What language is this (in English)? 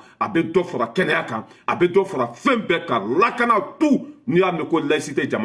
Bambara